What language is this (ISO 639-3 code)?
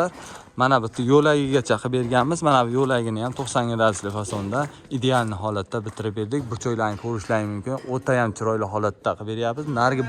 uzb